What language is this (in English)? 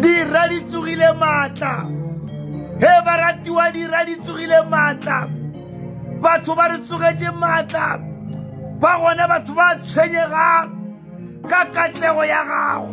Northern Sotho